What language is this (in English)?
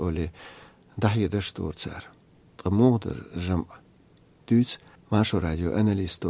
Chechen